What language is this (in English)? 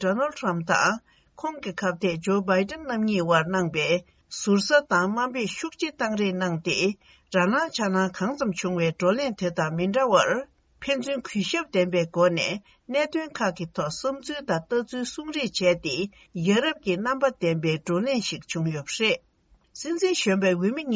Tibetan